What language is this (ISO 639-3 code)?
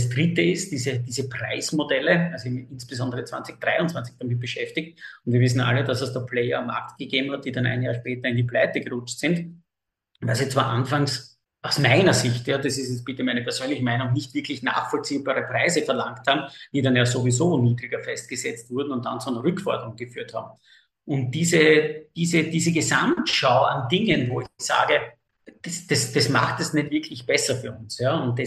deu